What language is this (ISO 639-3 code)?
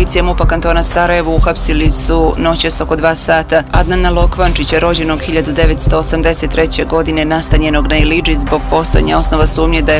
bos